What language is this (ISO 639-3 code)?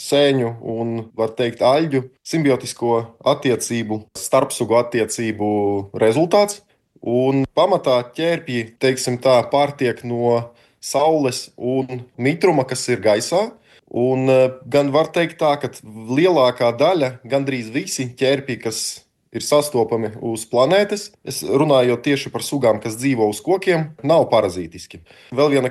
lav